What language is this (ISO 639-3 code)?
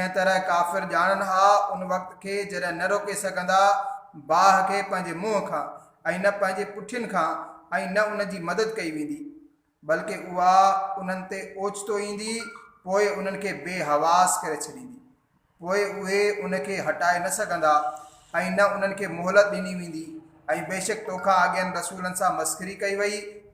snd